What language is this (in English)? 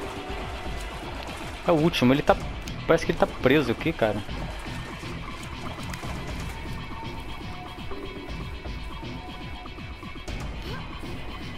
Portuguese